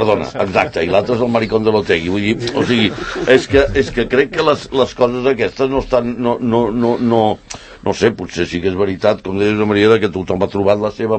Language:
Catalan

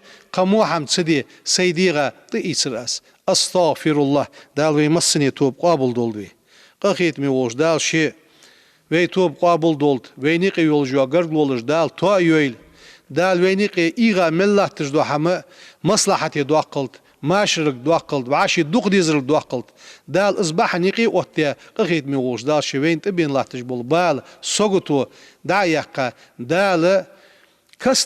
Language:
Ingush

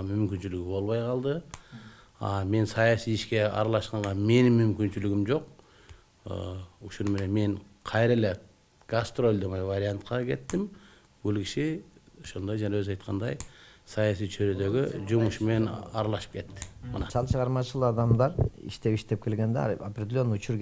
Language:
Kyrgyz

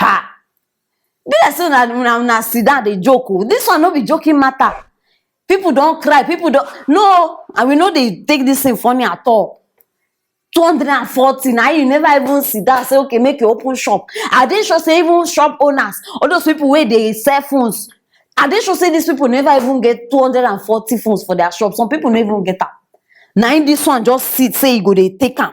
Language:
Nigerian Pidgin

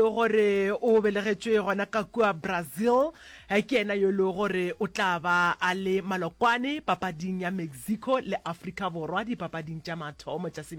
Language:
Northern Sotho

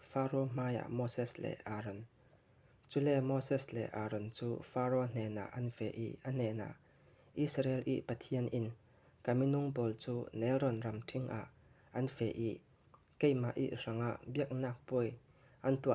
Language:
Falam Chin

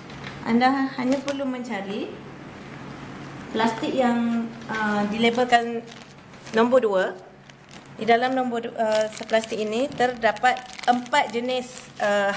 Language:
Malay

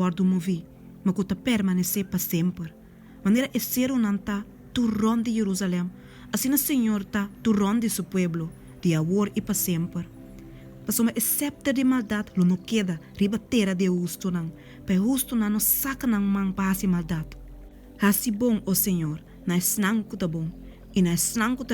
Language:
Papiamento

